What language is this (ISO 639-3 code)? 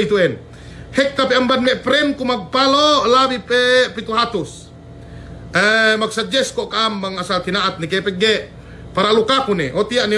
yka